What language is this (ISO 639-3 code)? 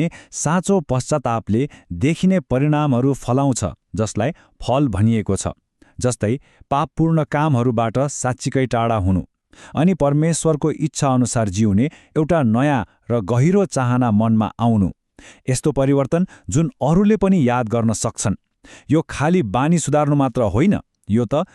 nep